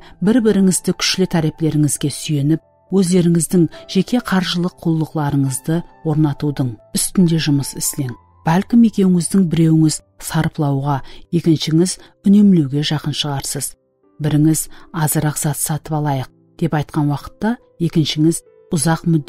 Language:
Kara-Kalpak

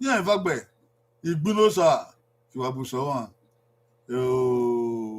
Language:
Bini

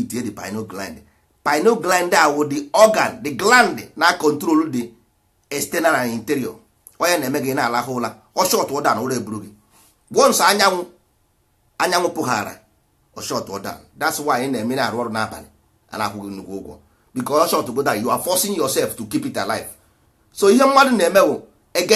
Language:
Igbo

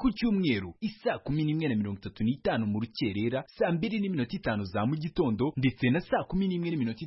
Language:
Kinyarwanda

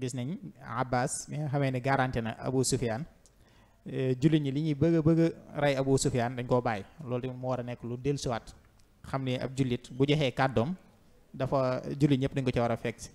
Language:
Wolof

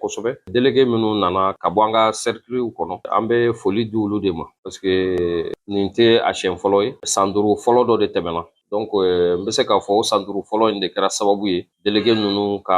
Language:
Bambara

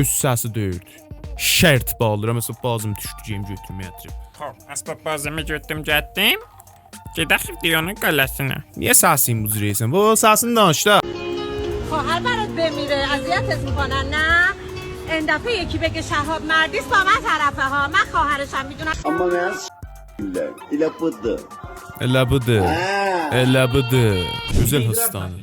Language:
South Azerbaijani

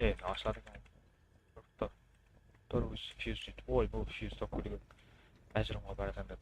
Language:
Kara-Kalpak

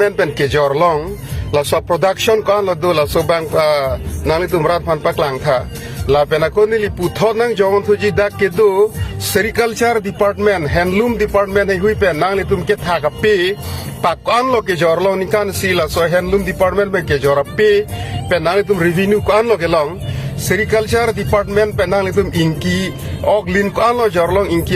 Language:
Karbi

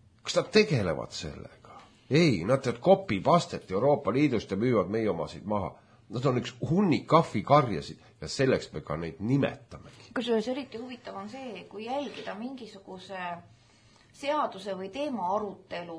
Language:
Estonian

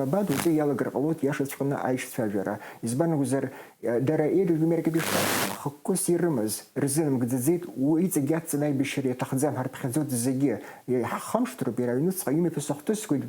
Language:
Abkhazian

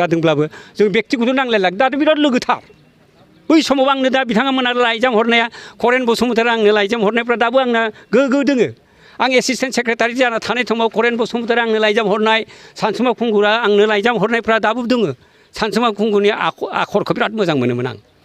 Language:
Bodo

